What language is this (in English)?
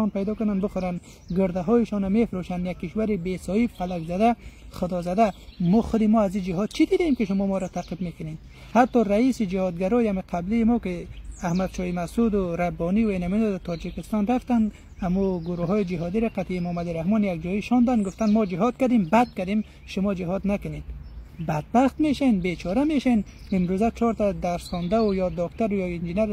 Persian